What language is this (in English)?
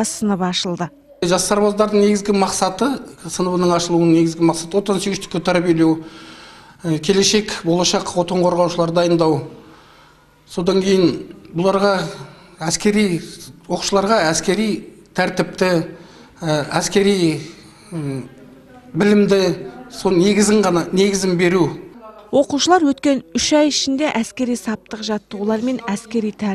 Kazakh